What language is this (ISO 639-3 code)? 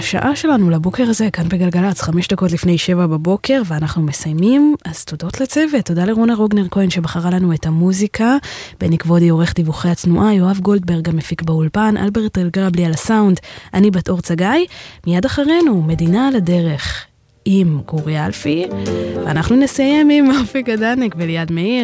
heb